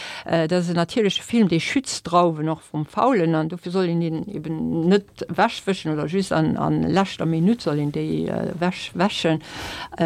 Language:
Luxembourgish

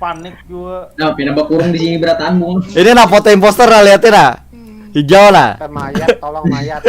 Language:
Banjar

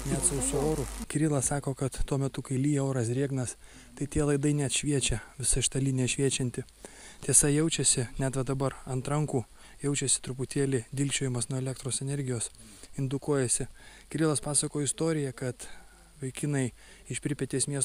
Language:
Lithuanian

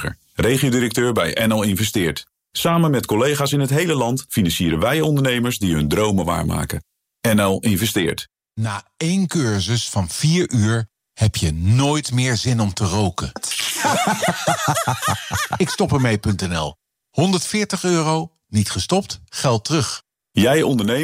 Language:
Dutch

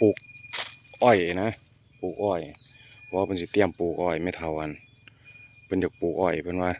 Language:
Lao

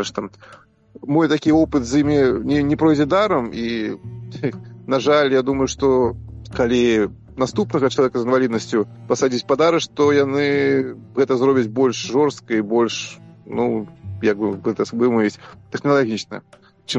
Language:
Belarusian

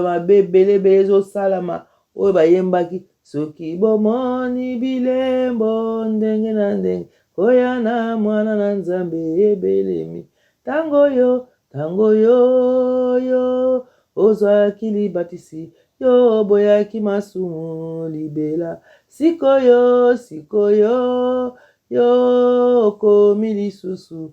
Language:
Lingala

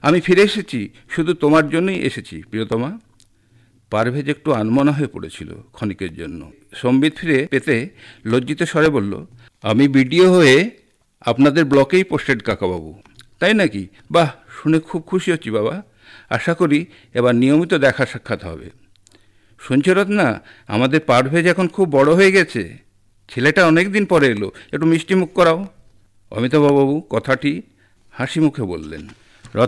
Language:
Bangla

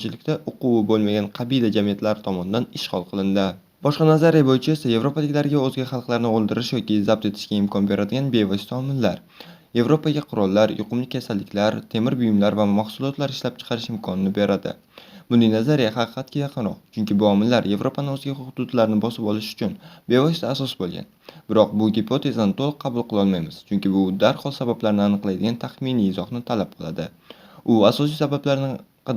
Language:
Uzbek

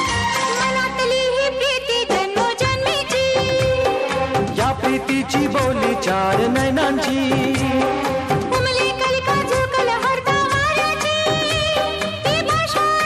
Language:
Marathi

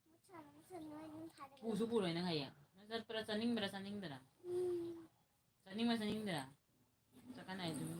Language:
Manipuri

